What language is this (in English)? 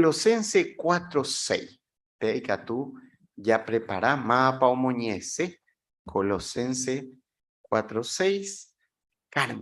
Guarani